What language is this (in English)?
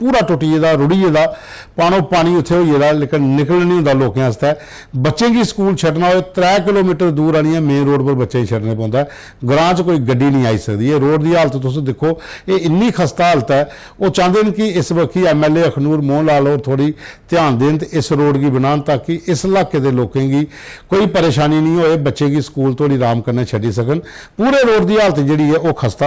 Dogri